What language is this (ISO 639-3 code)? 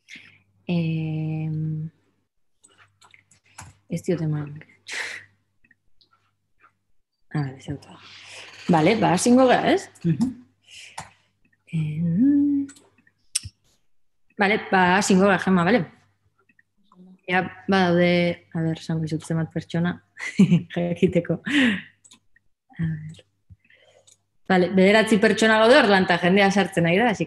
eus